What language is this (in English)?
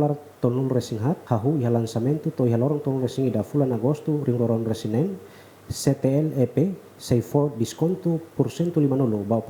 Tetum